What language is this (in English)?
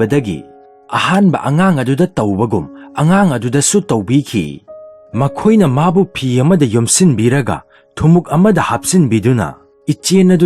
Manipuri